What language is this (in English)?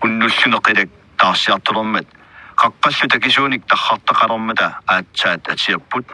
Kalaallisut